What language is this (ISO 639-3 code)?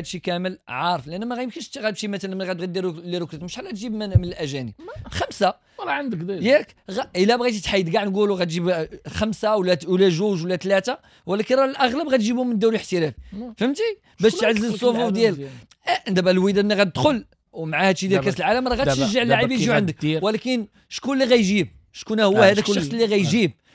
ary